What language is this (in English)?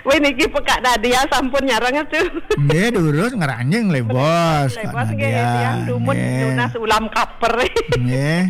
Balinese